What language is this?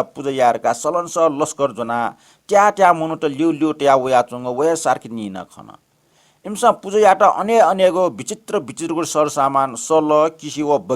Newari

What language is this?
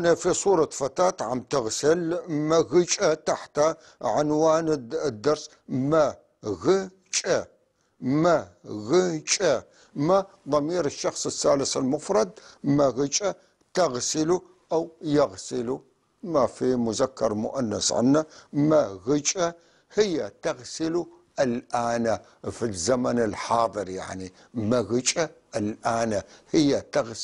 North Levantine Arabic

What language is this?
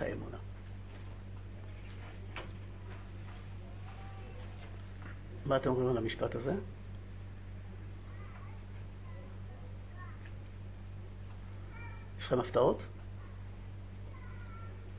Hebrew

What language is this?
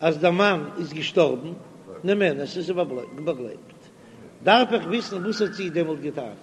Yiddish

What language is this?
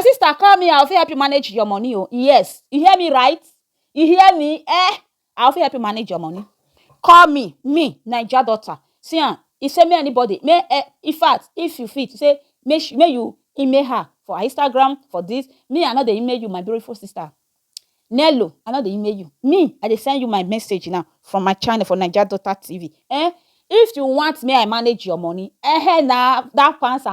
Nigerian Pidgin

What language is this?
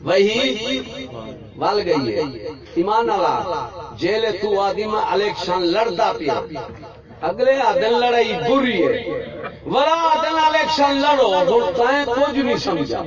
Saraiki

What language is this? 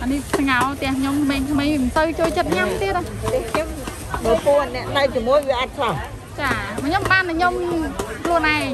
Khmer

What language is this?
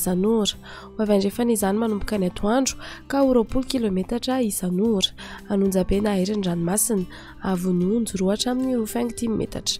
Malagasy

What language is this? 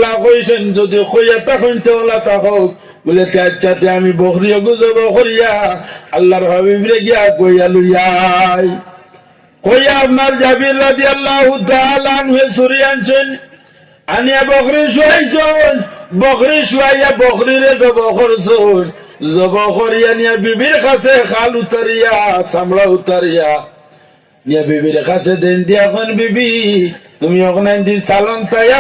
Sylheti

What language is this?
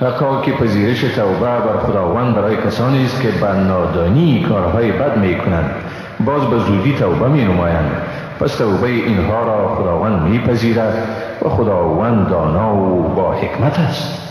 Persian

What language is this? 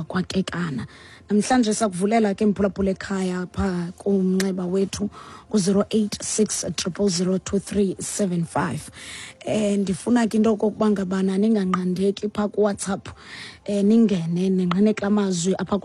Xhosa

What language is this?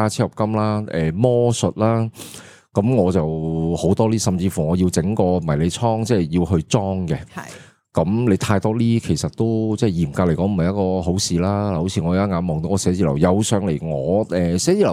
Cantonese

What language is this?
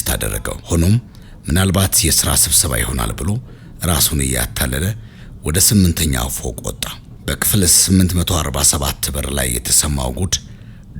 Amharic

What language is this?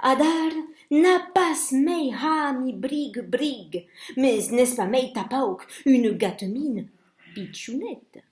Occitan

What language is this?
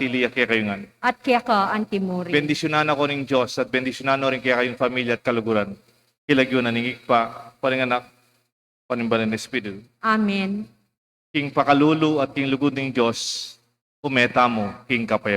Pampanga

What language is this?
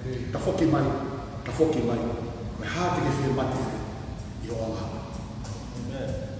Tongan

